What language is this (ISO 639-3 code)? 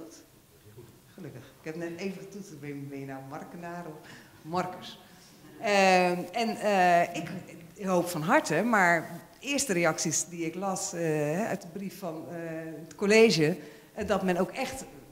nld